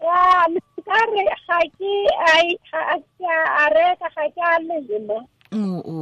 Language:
Tswana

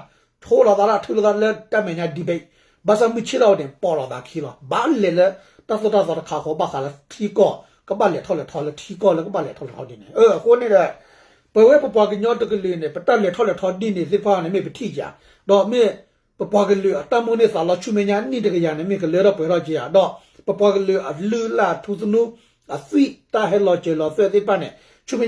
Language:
S'gaw Karen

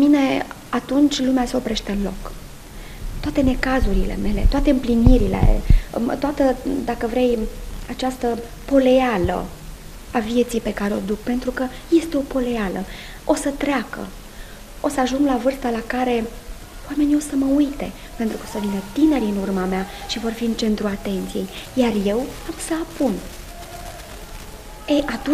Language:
Romanian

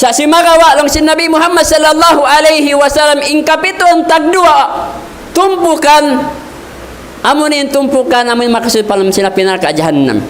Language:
Tausug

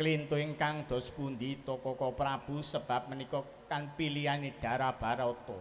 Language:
Javanese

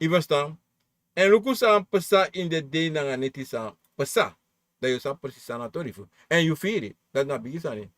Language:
Sranan Tongo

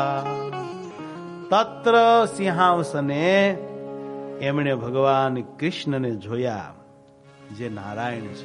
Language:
Gujarati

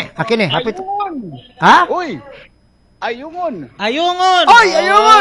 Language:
Cebuano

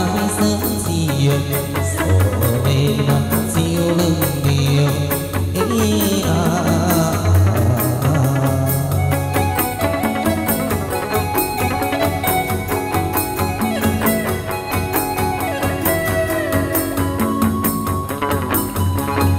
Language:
Vietnamese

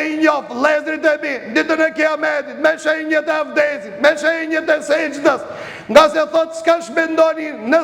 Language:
Albanian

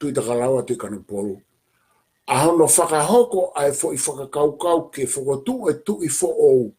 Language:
Tongan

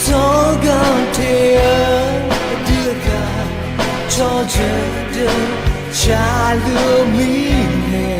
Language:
Akha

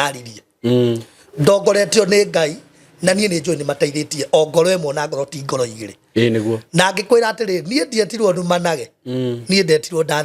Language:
Kikuyu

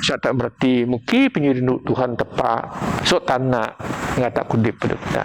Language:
Biatah Bidayuh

